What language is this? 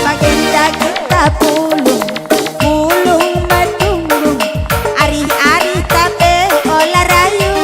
Batak Karo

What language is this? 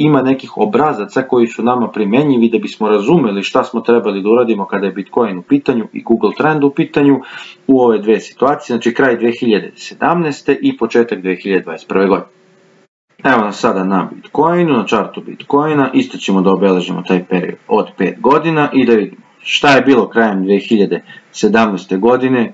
Serbian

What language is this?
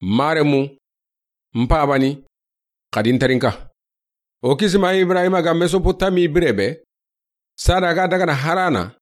Soninke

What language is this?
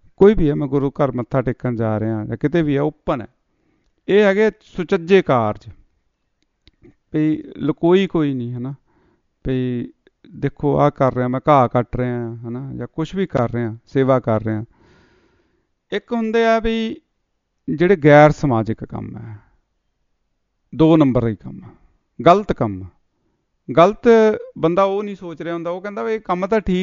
Punjabi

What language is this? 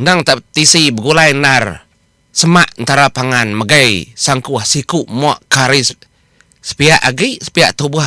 Iban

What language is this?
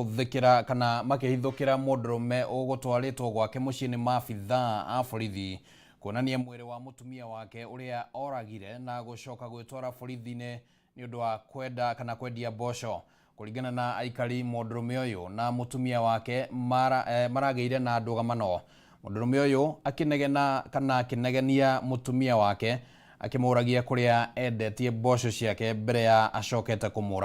Kikuyu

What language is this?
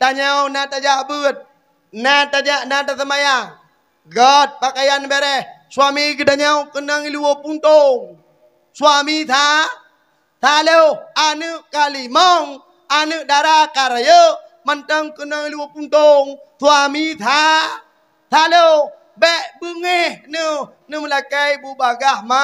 Achinese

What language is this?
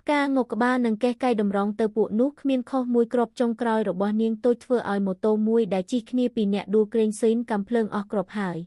Khmer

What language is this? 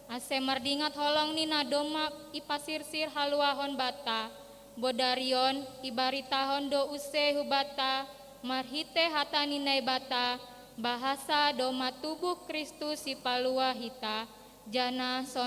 Batak Simalungun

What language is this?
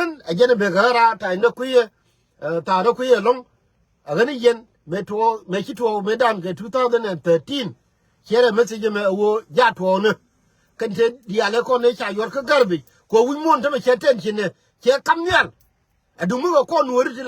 Nuer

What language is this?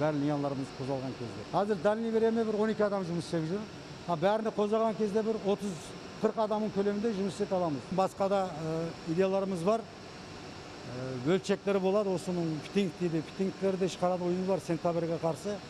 Kazakh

